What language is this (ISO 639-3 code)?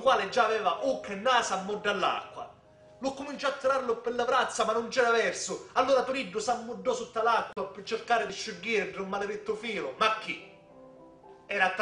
scn